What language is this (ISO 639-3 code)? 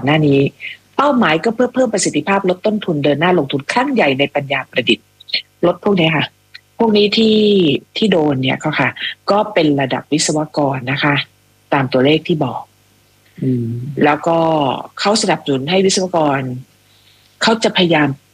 tha